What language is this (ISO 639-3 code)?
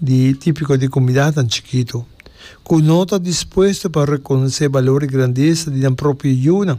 pap